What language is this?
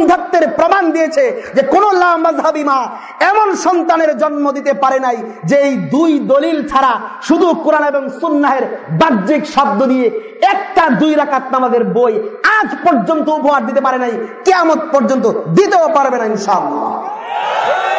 Bangla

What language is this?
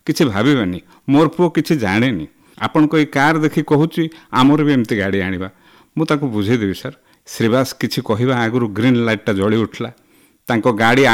Odia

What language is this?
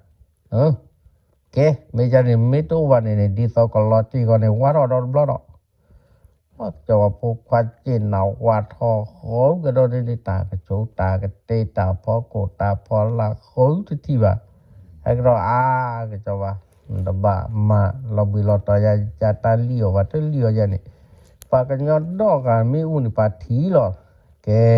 S'gaw Karen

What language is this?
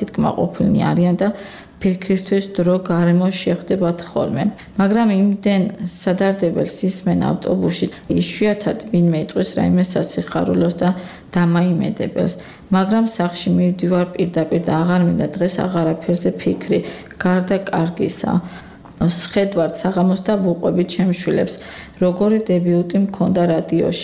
Georgian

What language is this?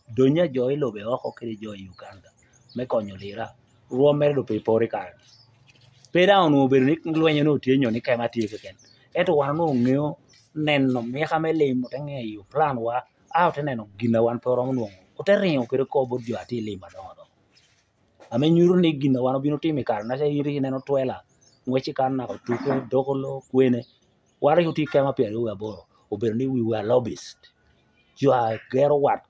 Lango (Uganda)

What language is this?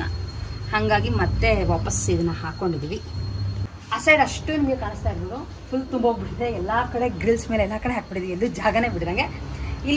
Kannada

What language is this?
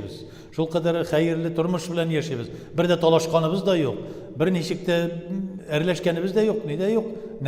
Tatar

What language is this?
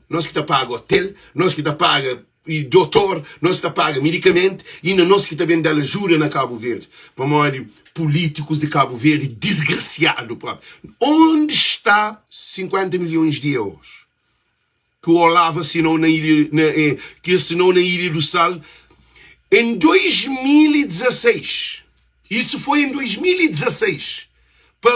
Kabuverdianu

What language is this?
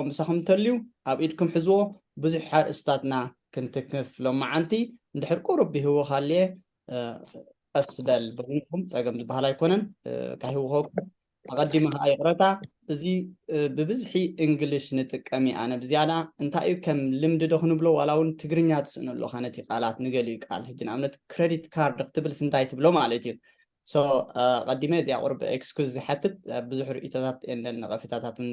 Tigrinya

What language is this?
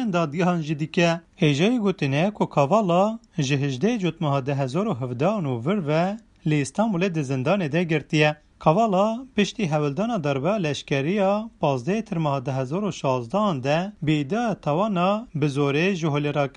Kurdish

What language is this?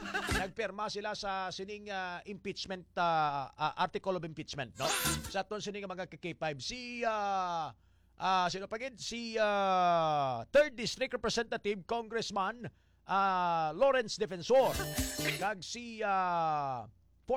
Hiligaynon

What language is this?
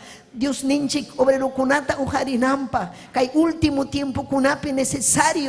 Ayacucho Quechua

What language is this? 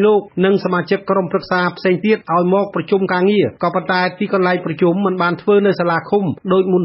Khmer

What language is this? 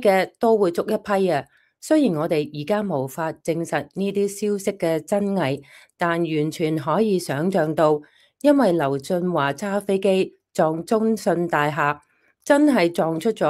Cantonese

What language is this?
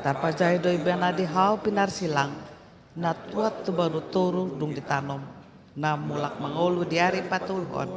Batak Toba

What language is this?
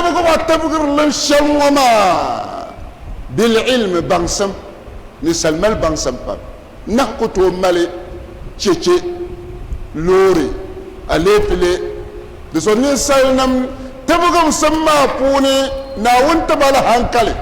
Dagbani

